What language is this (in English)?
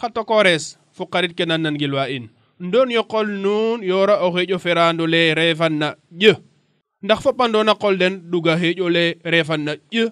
Serer